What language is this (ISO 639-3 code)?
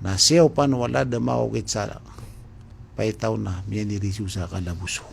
mrw